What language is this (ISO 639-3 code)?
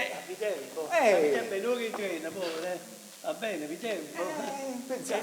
nap